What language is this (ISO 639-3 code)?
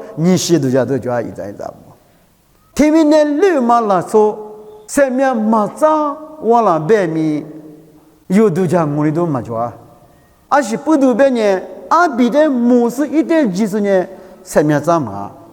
lis